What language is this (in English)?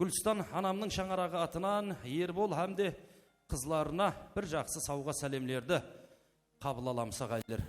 Kara-Kalpak